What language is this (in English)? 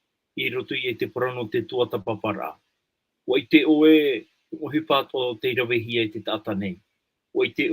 Tahitian